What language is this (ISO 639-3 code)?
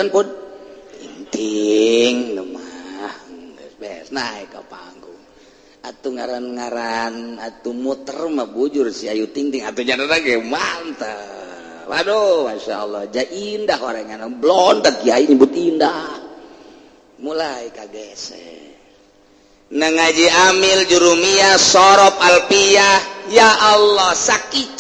sun